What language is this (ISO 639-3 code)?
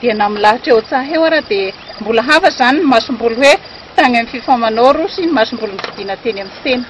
mlg